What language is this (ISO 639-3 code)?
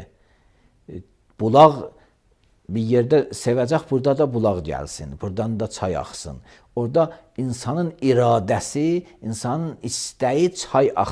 aze